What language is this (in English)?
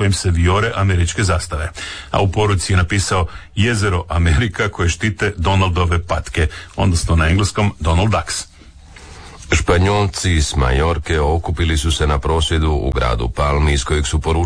Croatian